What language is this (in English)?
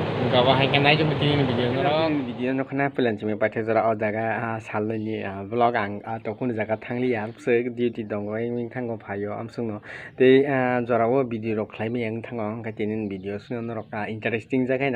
Kok Borok